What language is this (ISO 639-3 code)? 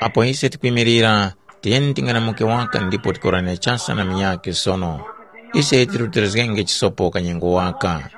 tum